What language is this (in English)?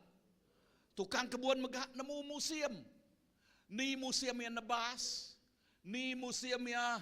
Iban